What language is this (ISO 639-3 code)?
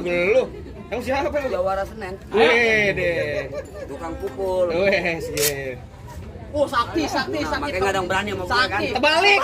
bew